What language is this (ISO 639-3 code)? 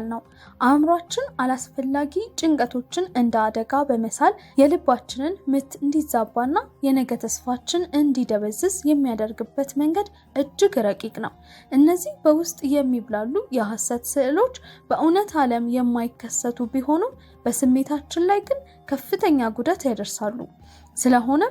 amh